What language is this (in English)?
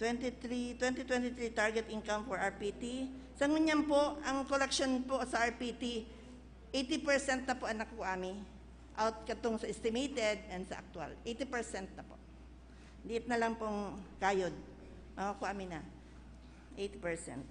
Bikol